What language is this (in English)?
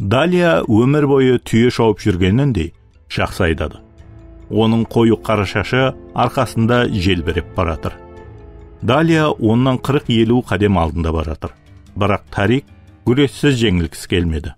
Kara-Kalpak